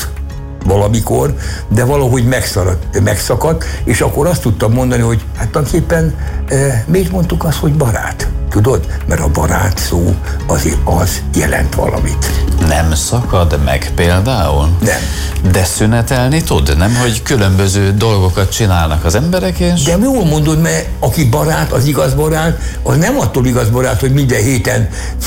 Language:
Hungarian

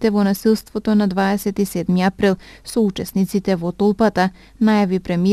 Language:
Macedonian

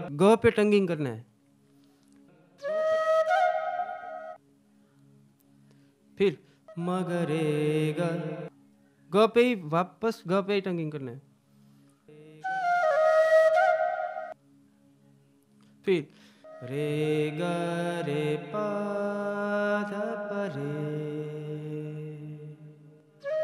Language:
Hindi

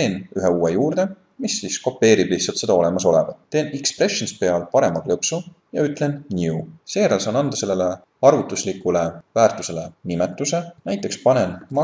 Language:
Estonian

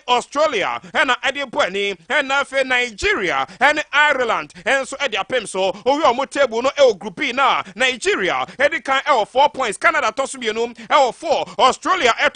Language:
Akan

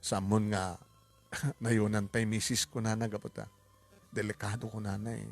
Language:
Iloko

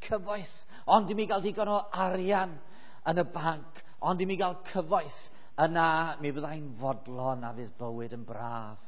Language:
Welsh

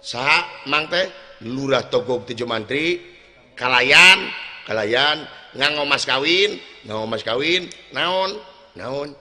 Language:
Sundanese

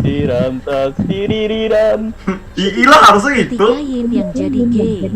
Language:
Banjar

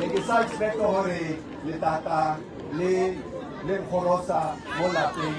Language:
Tswana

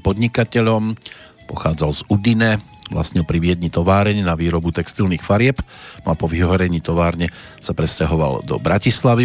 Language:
Slovak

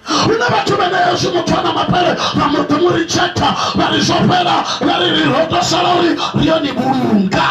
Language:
Venda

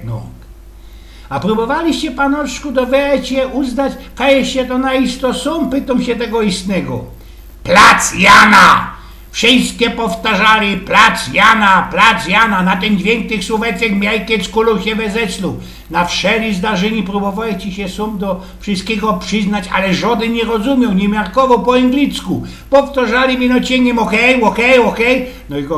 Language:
Silesian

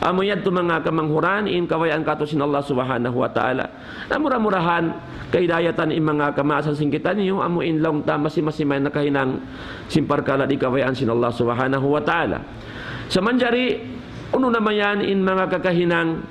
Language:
Tausug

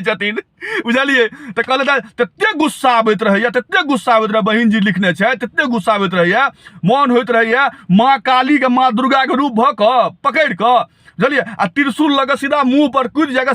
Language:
Maithili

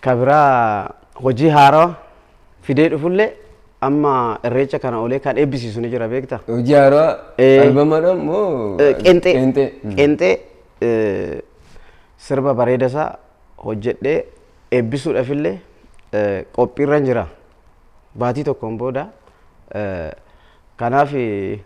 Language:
Oromo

